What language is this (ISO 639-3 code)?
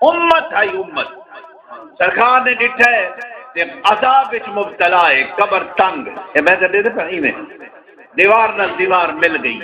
skr